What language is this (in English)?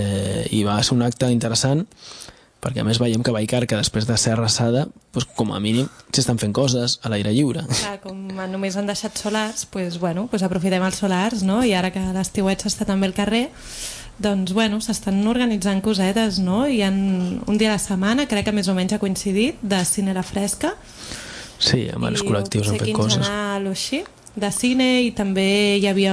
Catalan